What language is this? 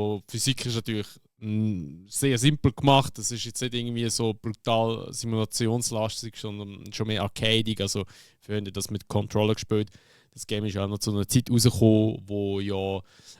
Swiss German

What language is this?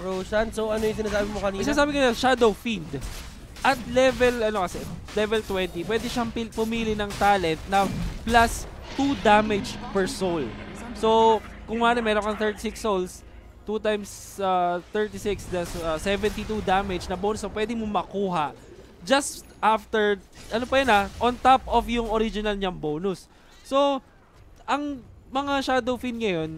Filipino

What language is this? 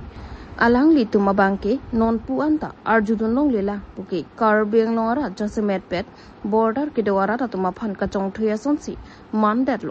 Karbi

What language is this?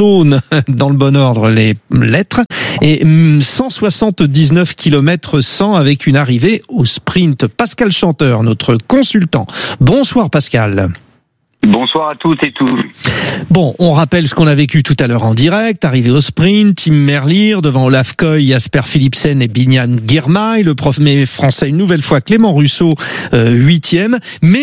French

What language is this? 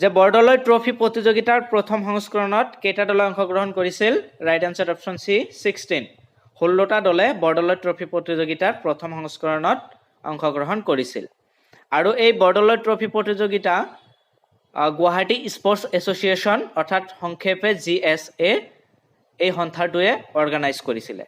Assamese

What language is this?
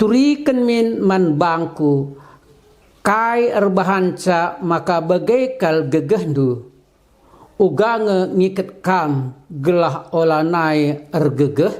Batak Karo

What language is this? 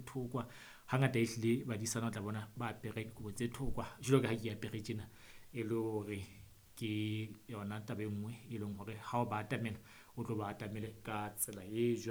Southern Sotho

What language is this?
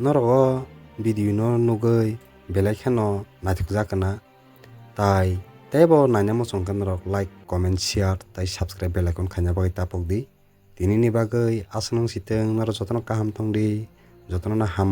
Kok Borok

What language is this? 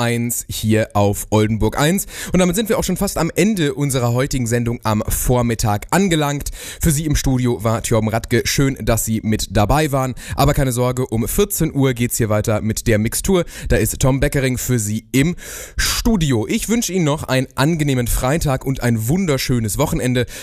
German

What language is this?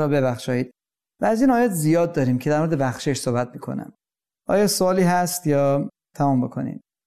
Persian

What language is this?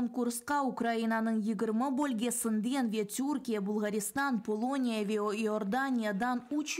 Crimean Tatar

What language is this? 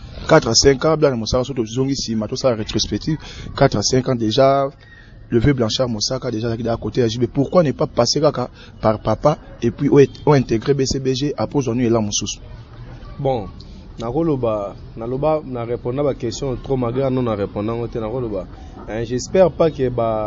Lingala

